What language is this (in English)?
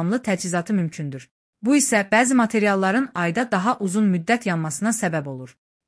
Azerbaijani